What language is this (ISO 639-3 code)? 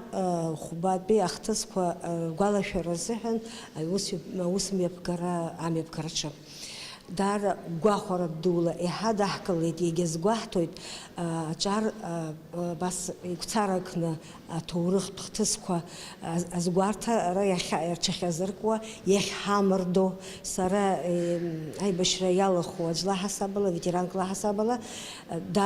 abk